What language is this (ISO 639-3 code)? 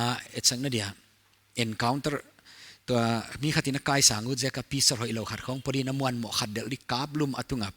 pck